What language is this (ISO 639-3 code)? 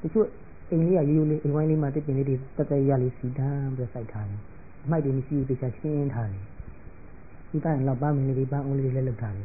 mya